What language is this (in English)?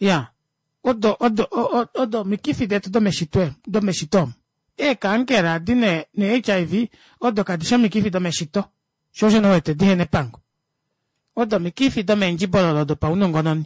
Kuanyama